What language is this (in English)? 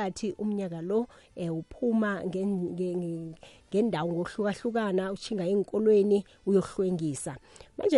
South Ndebele